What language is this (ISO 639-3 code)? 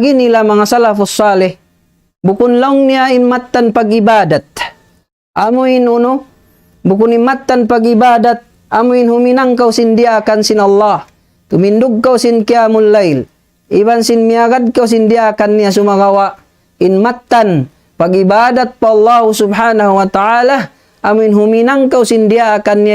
tsg